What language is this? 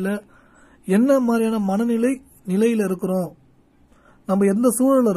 Tamil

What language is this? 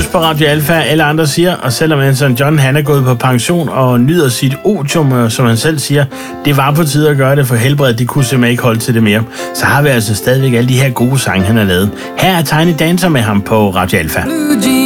Danish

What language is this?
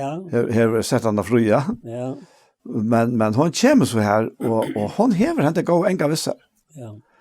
Faroese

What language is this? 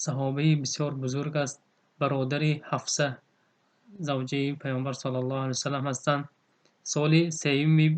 Tajik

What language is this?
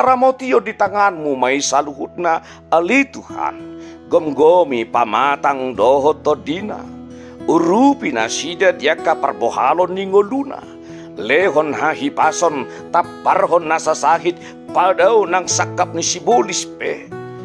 Batak Toba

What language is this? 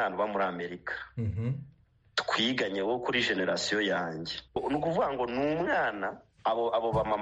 Kinyarwanda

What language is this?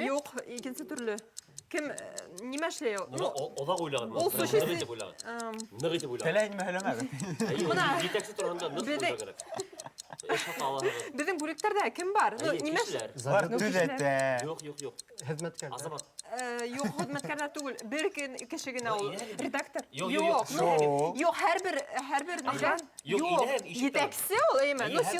Bashkir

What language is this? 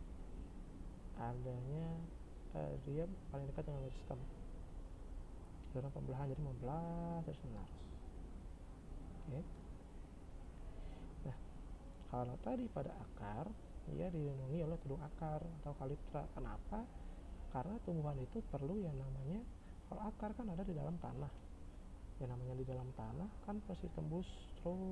Indonesian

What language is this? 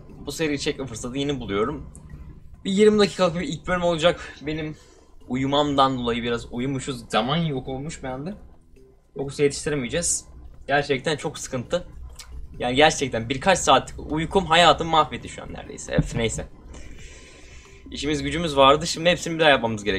Turkish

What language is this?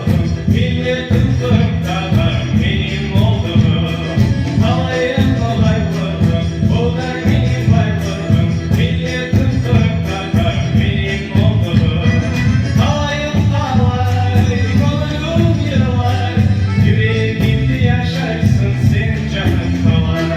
Crimean Tatar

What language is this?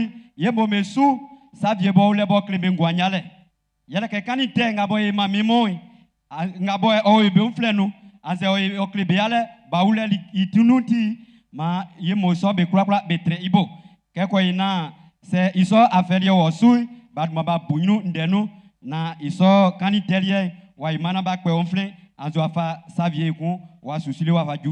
Baoulé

